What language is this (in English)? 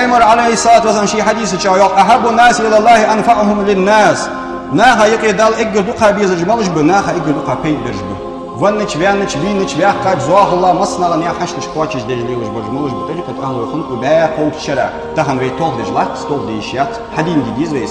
Ingush